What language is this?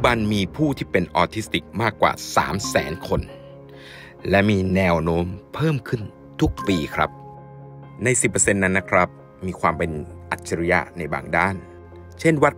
Thai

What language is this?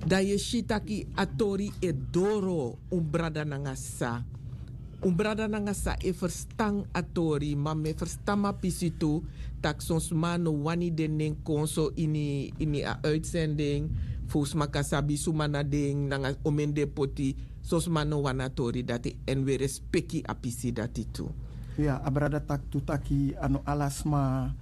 Sranan Tongo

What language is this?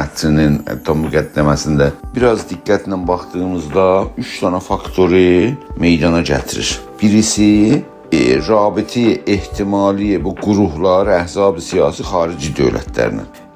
South Azerbaijani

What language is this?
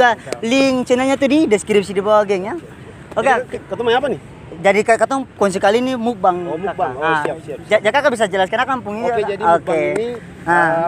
Ambonese Malay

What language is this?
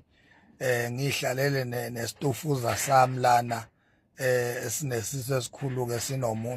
Zulu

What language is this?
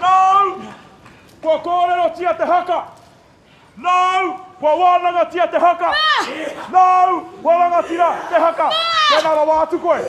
Māori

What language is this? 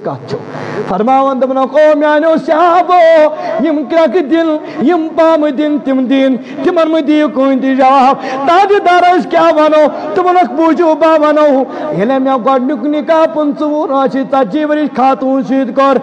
Kashmiri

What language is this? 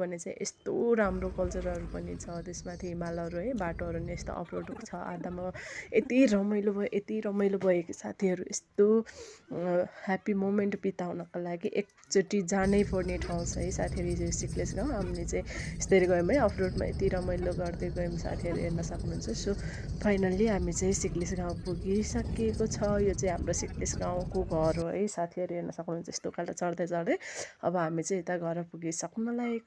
Nepali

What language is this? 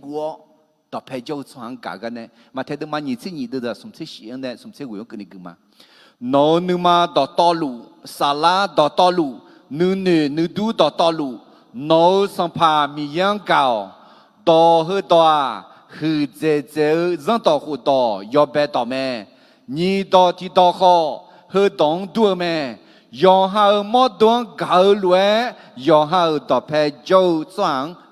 Akha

